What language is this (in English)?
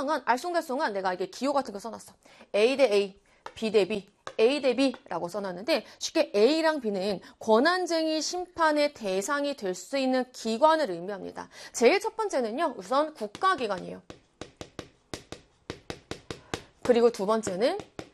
Korean